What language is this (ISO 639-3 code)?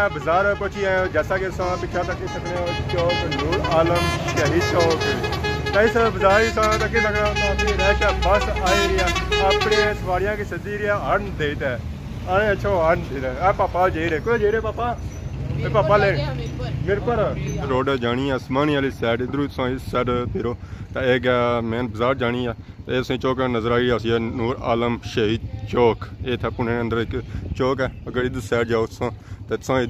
phr